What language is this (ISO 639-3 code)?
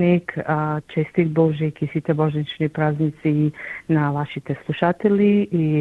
mkd